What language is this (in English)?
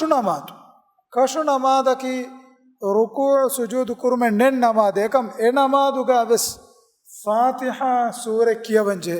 Divehi